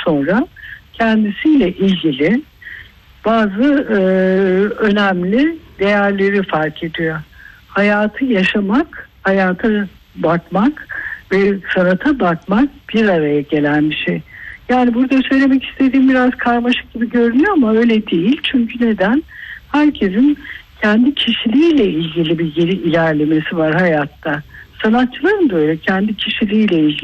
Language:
Turkish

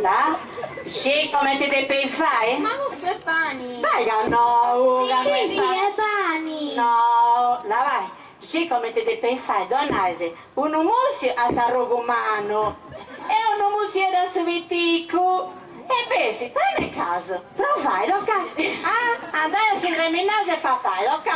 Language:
Sardinian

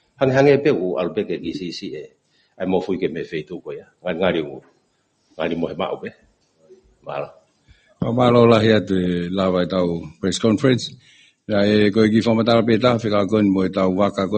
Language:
Tongan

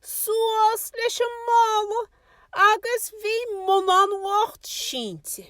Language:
Irish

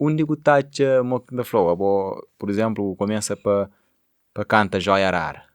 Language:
Kabuverdianu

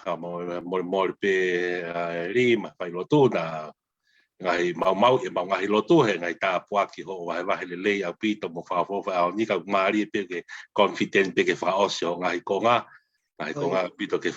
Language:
Tongan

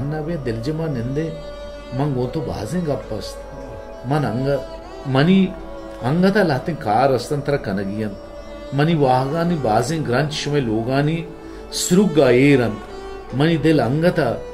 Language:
Baluchi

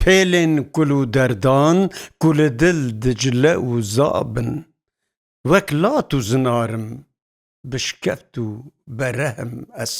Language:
Kurdish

